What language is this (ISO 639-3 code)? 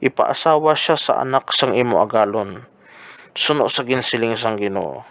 hil